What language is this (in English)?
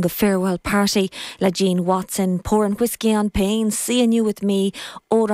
Irish